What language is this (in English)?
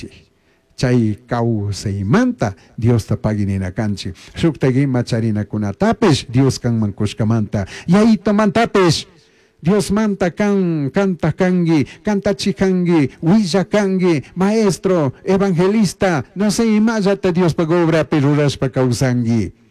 Chimborazo Highland Quichua